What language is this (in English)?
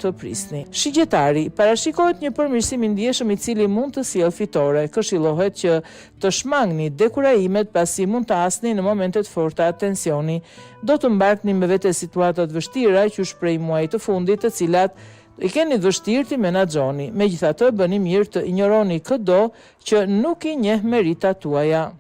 Albanian